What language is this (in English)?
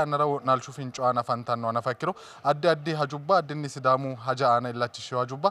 Sidamo